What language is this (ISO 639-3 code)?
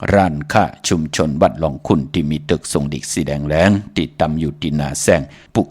shn